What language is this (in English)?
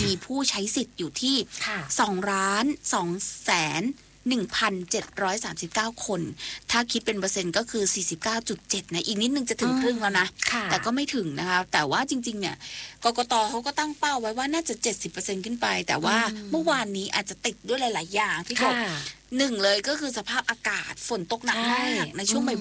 Thai